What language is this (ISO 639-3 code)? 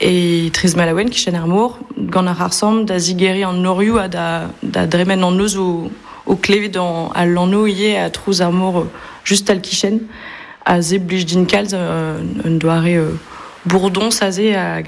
bre